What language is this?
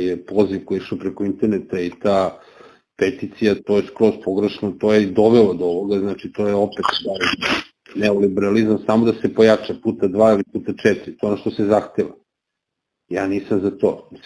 Serbian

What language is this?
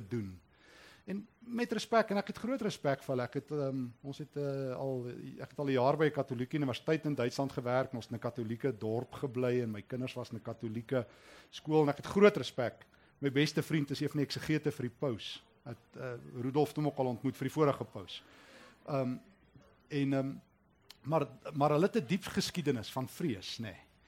Afrikaans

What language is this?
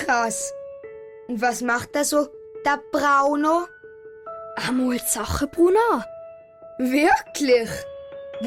Swiss German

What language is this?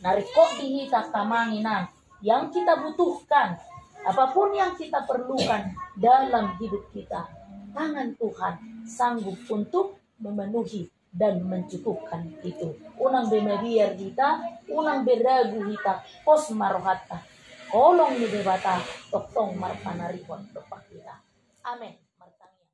Batak Toba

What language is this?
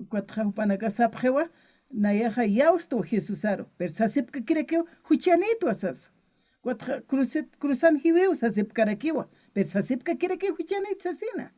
Aymara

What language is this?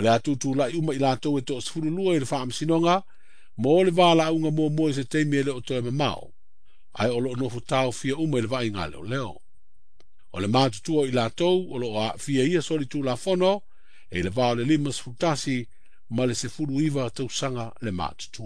Samoan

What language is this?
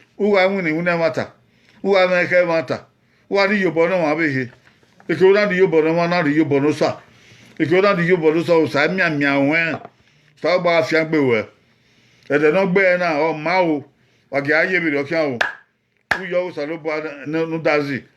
Bini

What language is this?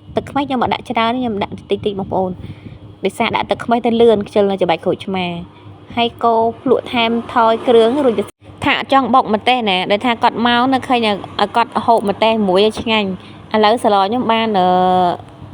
Khmer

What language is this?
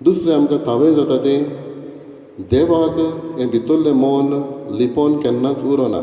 Konkani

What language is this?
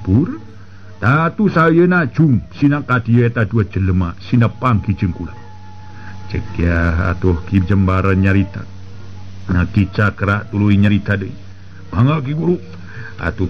Sundanese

